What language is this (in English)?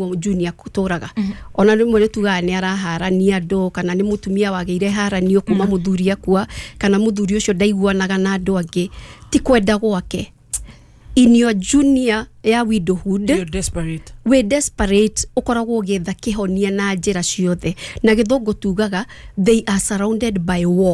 Kikuyu